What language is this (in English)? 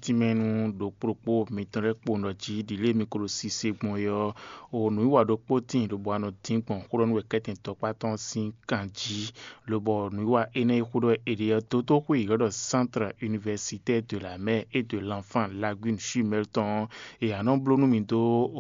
Fon